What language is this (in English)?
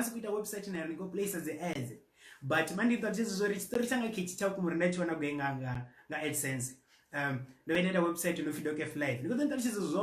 Venda